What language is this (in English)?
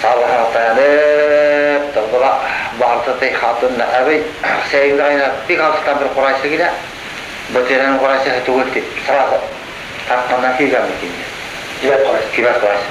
Bashkir